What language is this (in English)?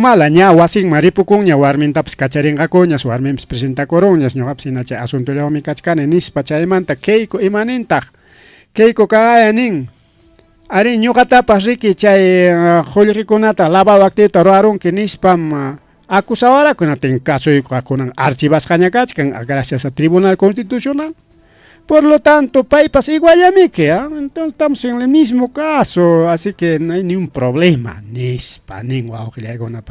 Ayacucho Quechua